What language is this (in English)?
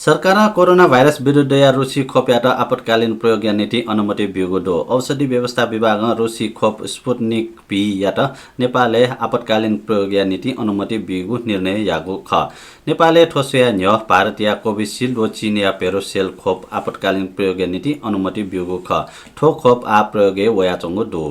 Newari